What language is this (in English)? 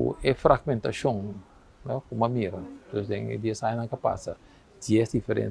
Papiamento